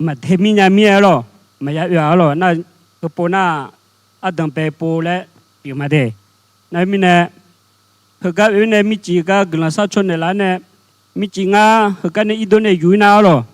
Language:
Akha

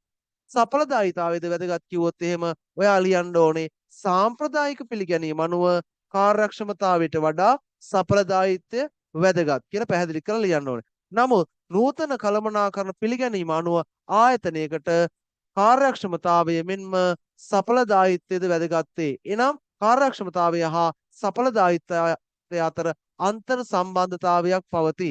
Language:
Sinhala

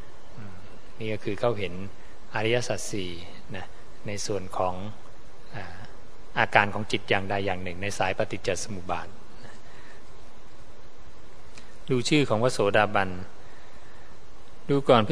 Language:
Thai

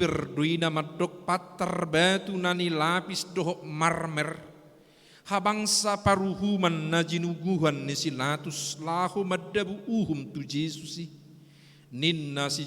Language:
Batak Toba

